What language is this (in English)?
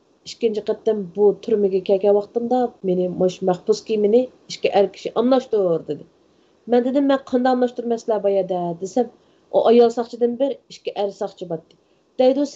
Uyghur